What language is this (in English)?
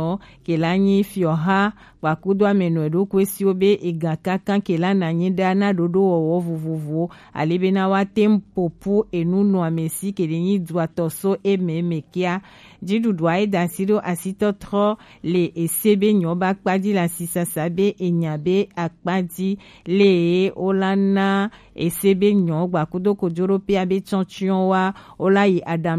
Gen